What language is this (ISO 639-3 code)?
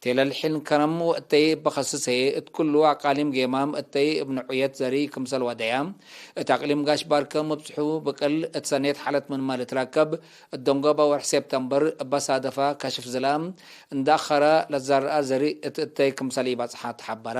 tig